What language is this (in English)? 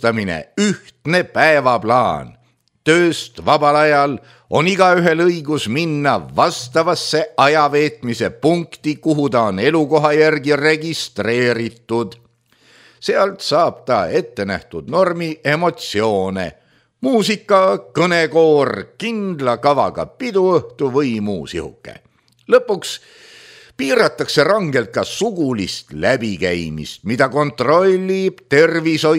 Estonian